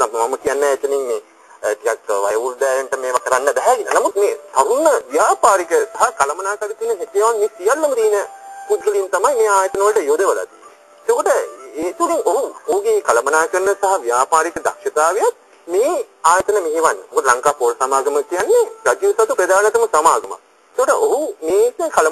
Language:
Sinhala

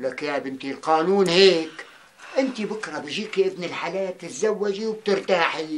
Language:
North Levantine Arabic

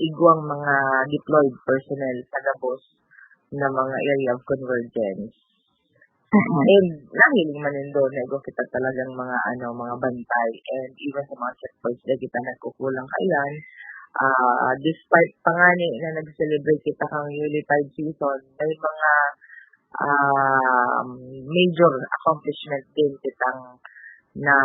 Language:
Bikol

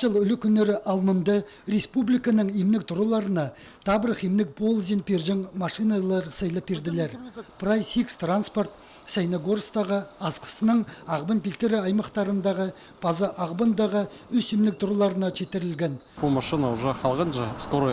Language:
Khakas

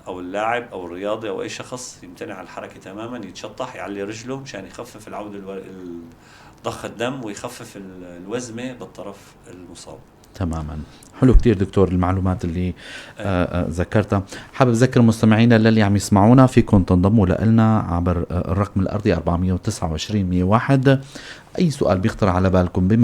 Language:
North Levantine Arabic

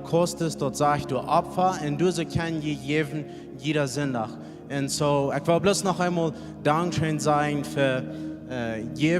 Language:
Plautdietsch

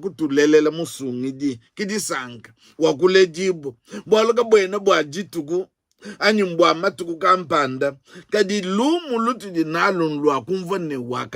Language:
Luba-Lulua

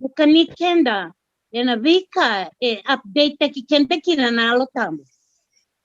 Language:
Fijian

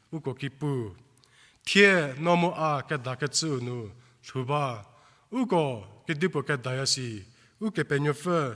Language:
Angami Naga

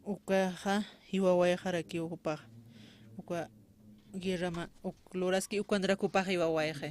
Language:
Aymara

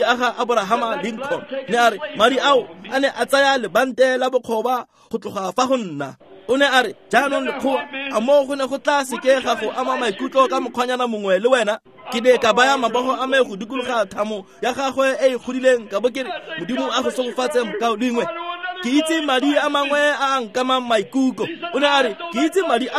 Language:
Tswana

